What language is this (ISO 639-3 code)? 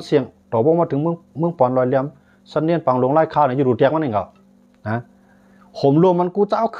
shn